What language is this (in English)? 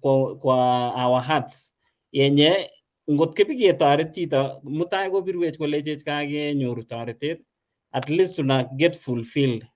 Kalenjin